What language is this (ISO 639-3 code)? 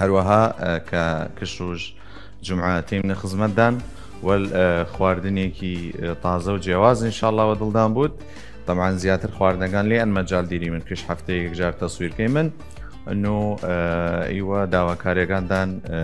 sdh